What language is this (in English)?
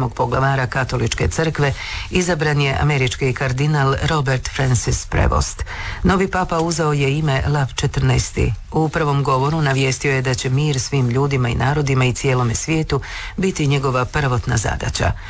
Croatian